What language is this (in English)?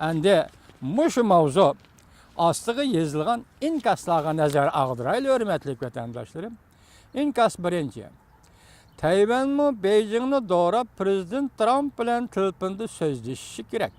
Uyghur